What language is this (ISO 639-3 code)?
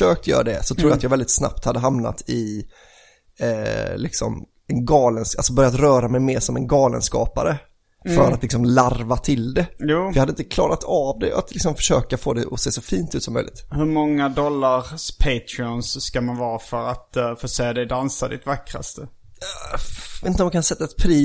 swe